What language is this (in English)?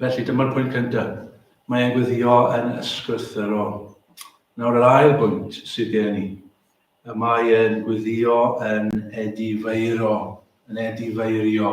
Welsh